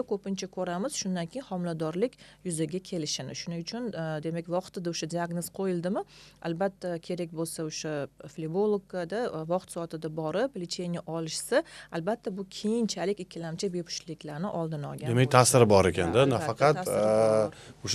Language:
Uzbek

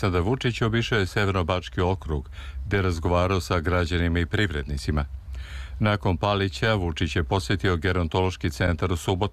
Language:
Serbian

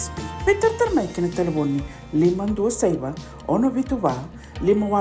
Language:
Fijian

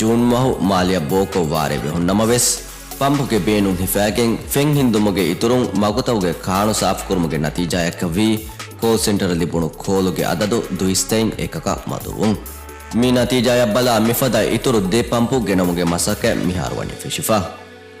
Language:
Divehi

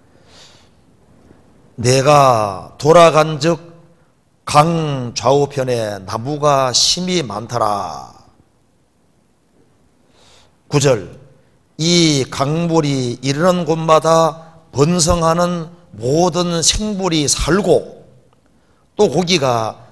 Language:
Korean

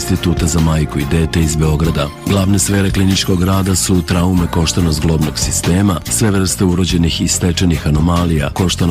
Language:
Serbian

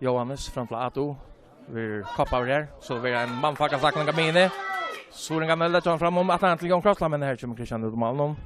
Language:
Faroese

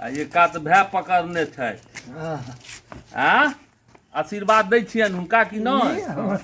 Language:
Maithili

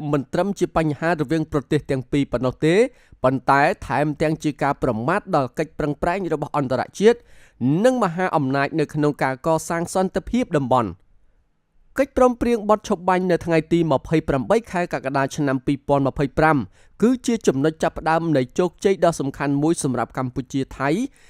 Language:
Khmer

